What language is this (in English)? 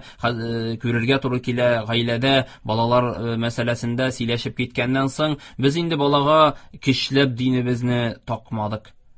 Tatar